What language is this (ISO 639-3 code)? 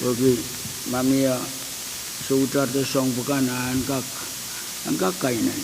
pon